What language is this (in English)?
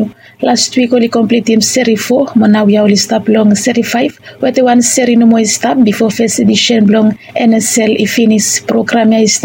Bislama